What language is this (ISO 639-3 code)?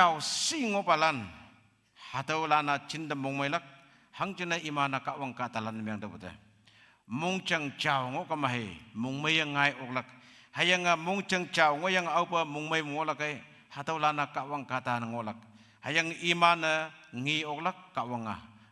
nbe